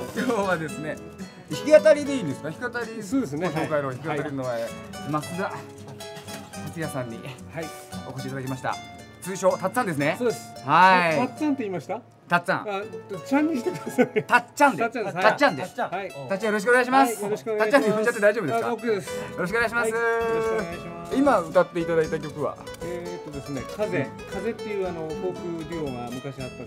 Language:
Japanese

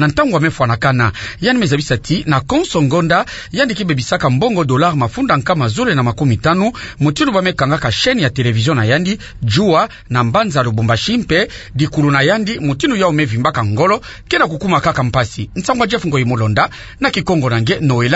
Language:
Kituba (Democratic Republic of Congo)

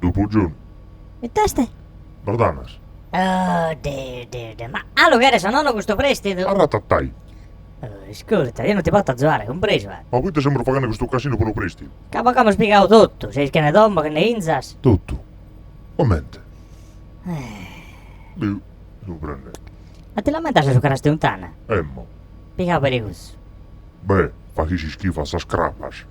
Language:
Sardinian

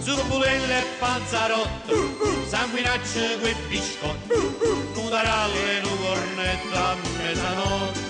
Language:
Neapolitan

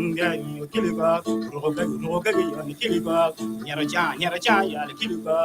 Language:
Acoli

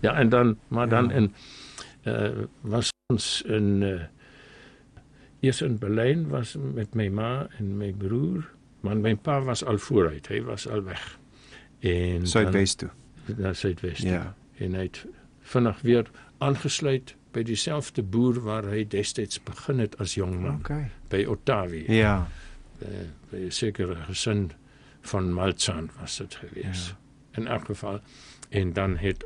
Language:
Afrikaans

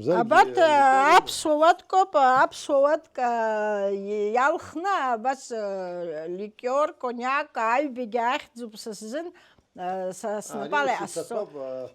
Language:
Abkhazian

